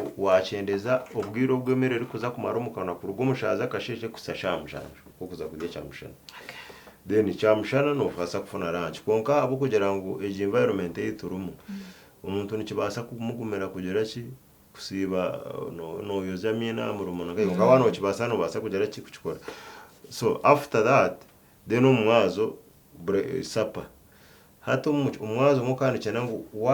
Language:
Nyankole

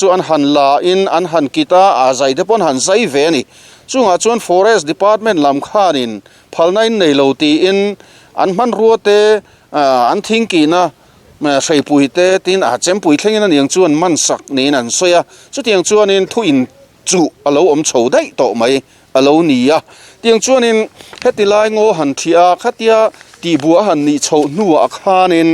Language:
Mizo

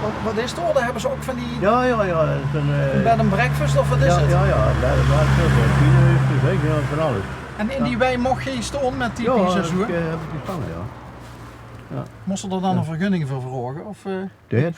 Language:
Limburgish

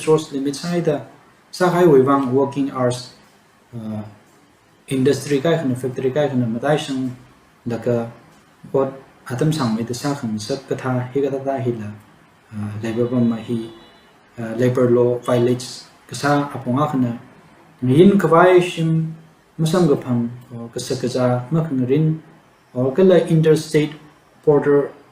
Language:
Tangkhul Naga (India)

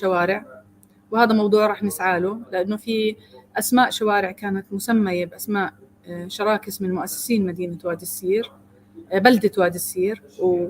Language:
North Levantine Arabic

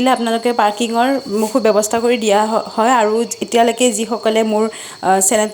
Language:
Assamese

